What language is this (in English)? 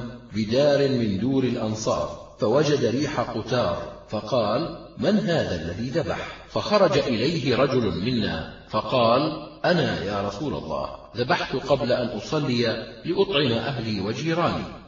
Arabic